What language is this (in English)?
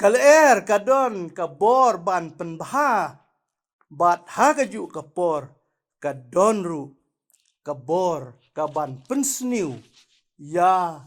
Khasi